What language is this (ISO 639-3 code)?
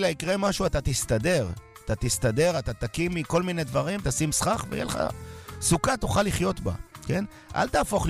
heb